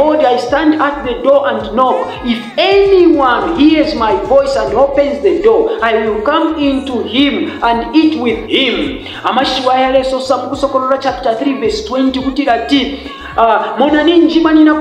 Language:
Bemba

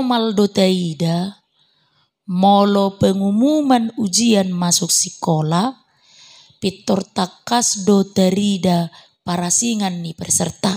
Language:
Batak Toba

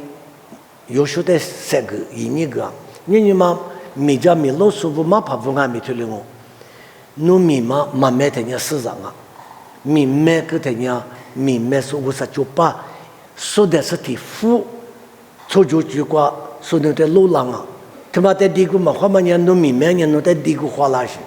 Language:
Lisu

